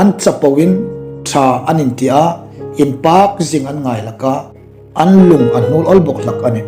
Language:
Hmar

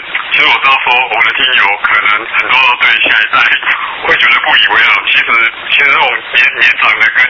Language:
Min Nan Chinese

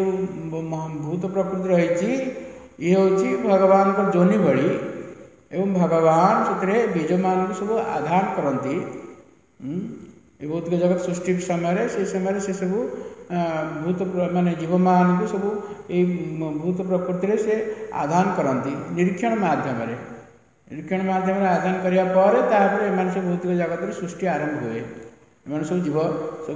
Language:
Odia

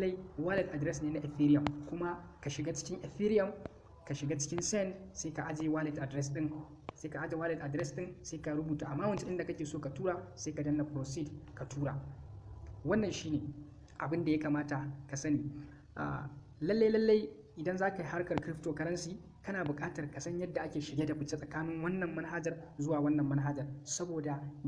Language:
Hausa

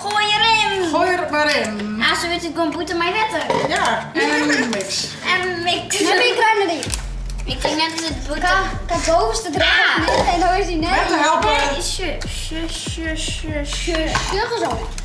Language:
Western Frisian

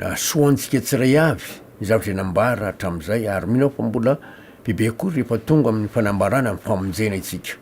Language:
Malagasy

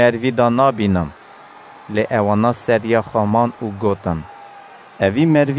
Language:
Kurdish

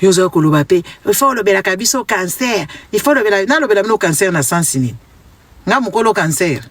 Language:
Lingala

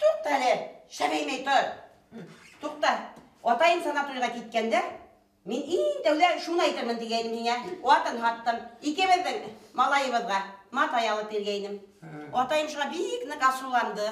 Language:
Bashkir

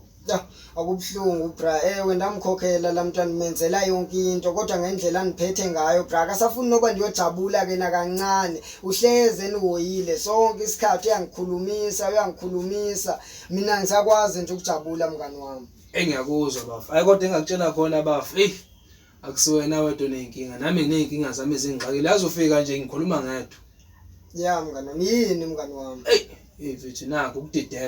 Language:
Zulu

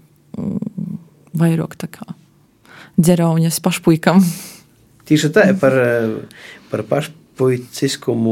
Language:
Latvian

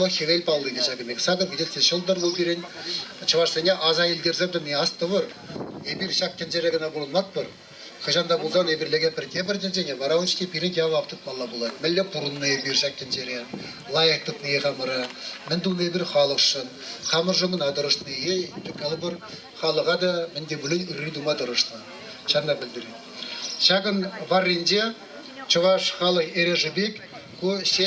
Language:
Chuvash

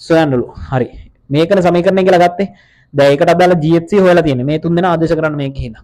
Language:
Sinhala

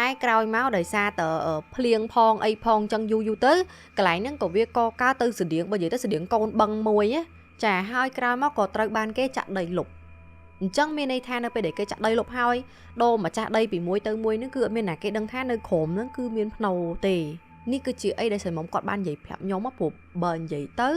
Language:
Khmer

